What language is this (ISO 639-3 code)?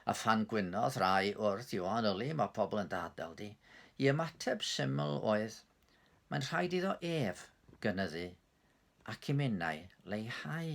cym